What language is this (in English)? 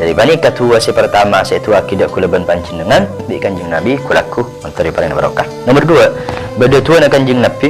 Madurese